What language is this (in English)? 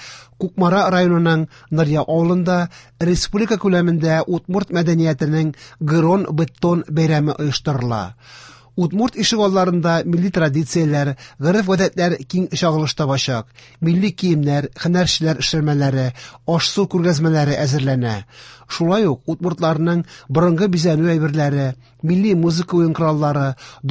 Tatar